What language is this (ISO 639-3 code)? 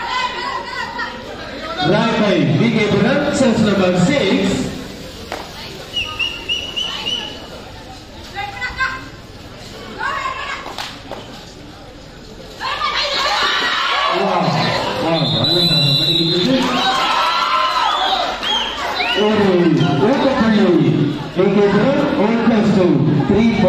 tam